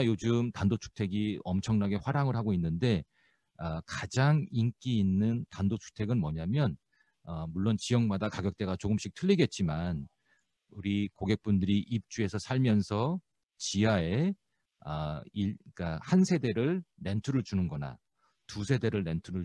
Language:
Korean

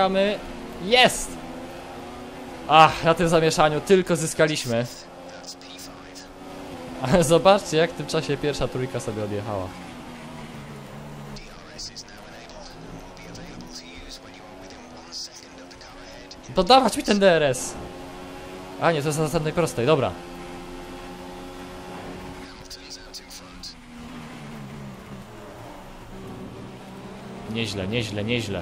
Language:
Polish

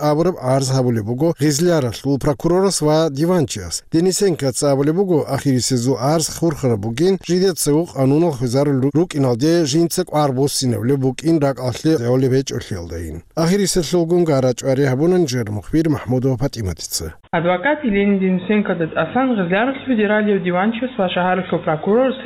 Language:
Avaric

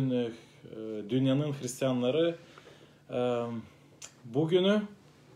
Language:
Gagauz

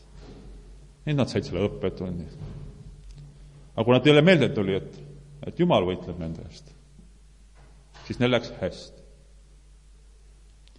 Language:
Estonian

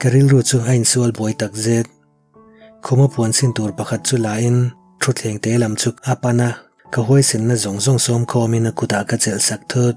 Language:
Mizo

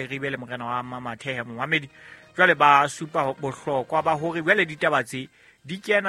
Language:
Southern Sotho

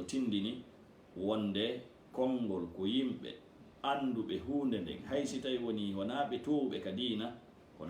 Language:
Fula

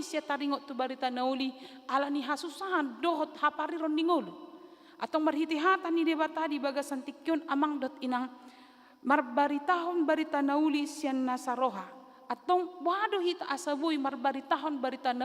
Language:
Batak Toba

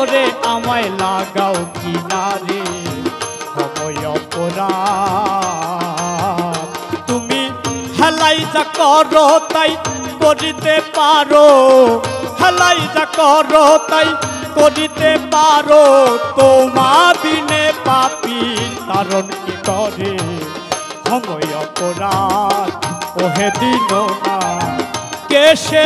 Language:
Bangla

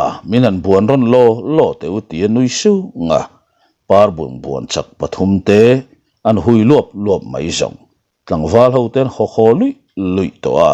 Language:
Mizo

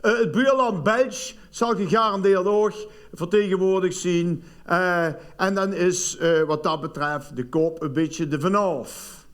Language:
Limburgish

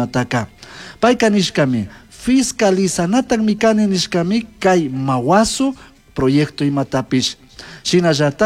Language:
Chimborazo Highland Quichua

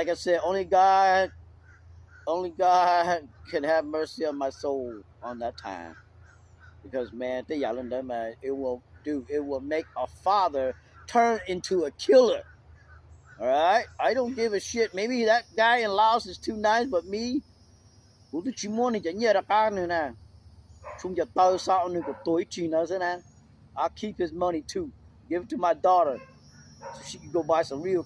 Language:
Hmong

